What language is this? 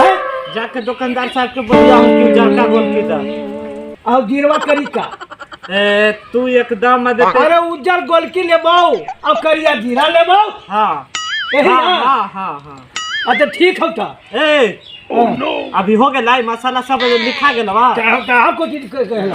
Magahi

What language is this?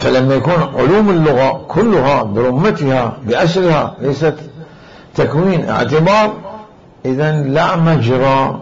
Mesopotamian Arabic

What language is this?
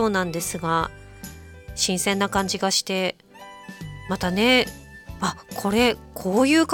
Japanese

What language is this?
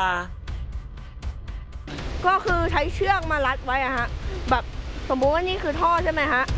Thai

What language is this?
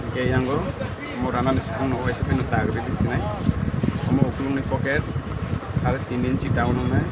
Kok Borok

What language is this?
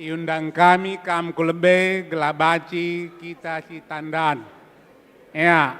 Batak Karo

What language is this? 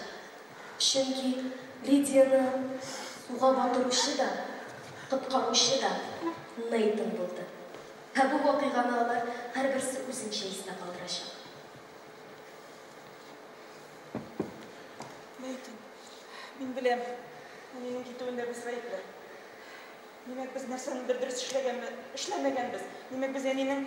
Tatar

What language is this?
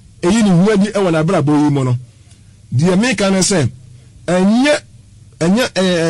Akan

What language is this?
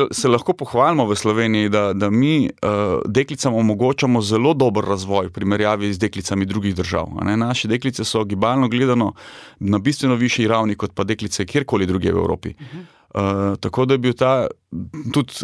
Slovenian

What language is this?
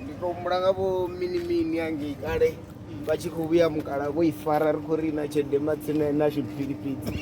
Venda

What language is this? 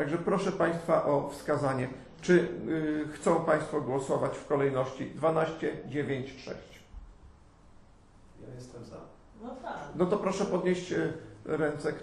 Polish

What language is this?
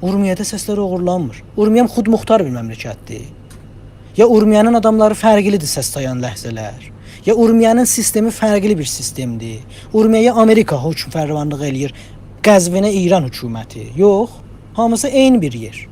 South Azerbaijani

